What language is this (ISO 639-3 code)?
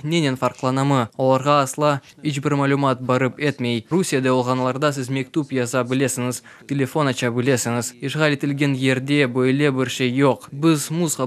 crh